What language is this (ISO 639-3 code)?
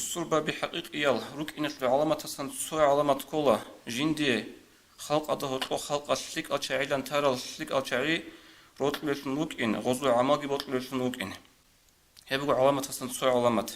ava